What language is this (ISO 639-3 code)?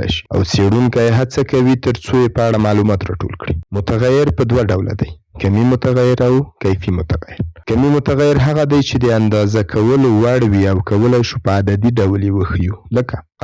pus